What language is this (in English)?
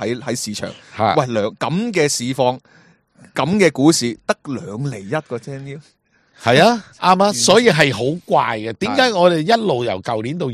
Cantonese